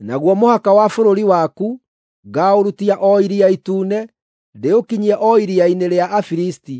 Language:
Kikuyu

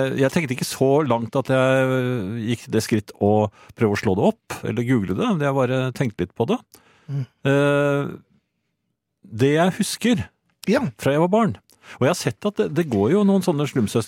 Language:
Norwegian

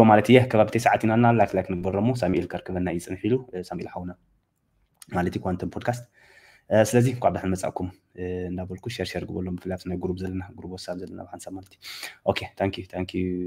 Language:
Tigrinya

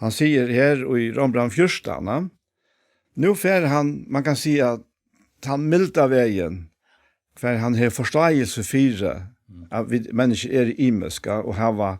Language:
Faroese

